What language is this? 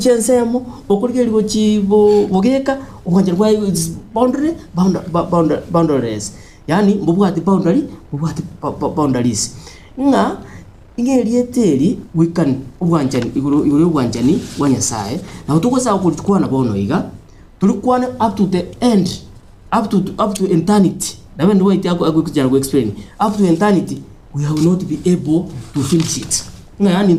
Gusii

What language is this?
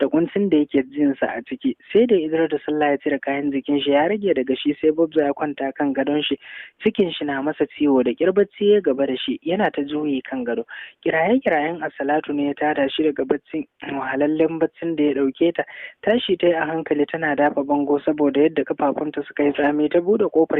Hausa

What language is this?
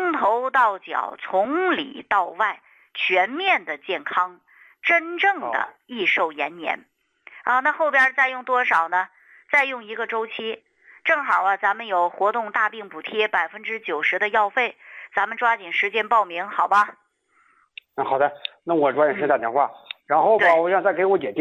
Chinese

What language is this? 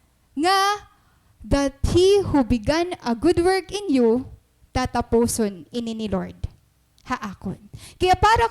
Waray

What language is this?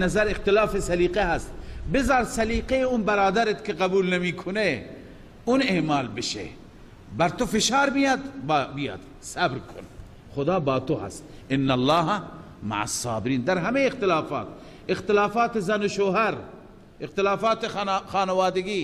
Persian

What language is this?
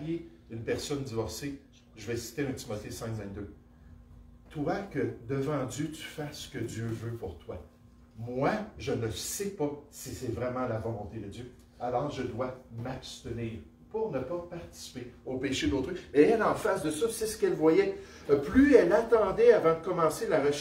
French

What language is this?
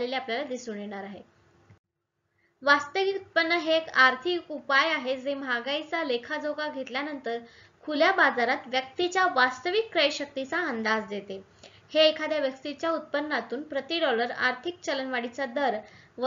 Marathi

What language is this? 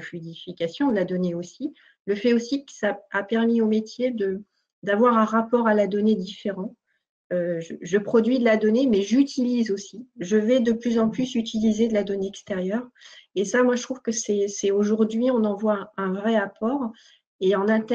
French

